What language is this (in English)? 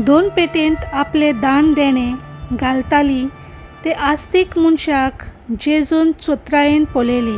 Konkani